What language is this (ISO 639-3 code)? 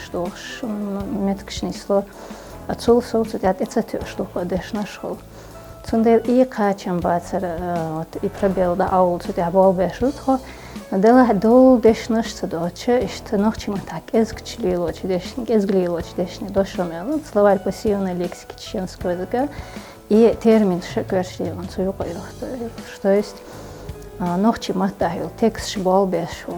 che